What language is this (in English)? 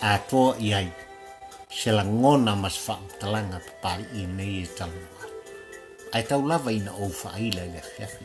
Samoan